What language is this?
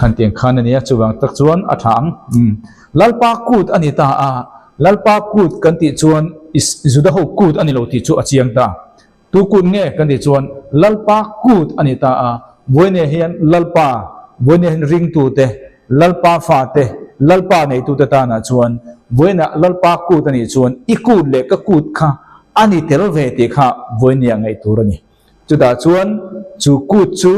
Mizo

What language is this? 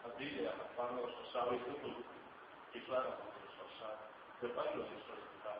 Kabardian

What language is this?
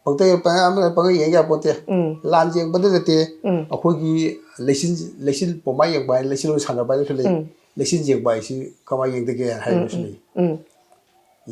Manipuri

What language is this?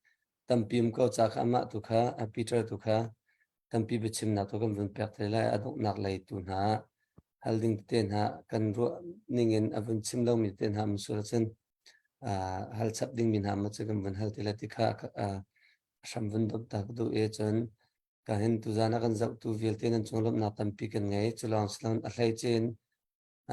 Hakha Chin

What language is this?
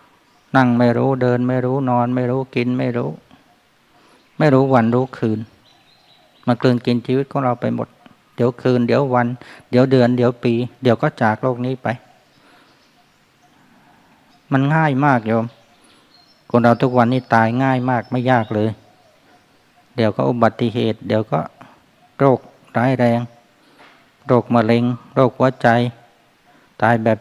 Thai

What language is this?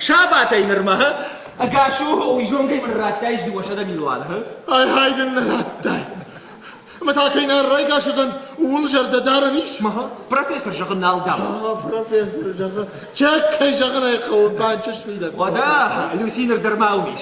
Ossetic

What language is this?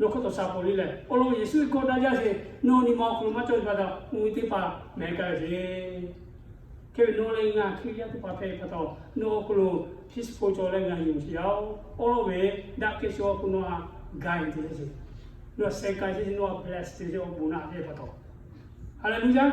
Lahu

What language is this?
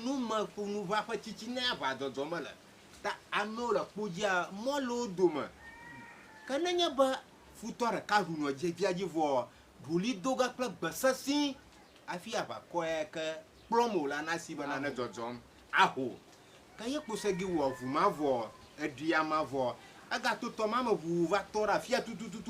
Ewe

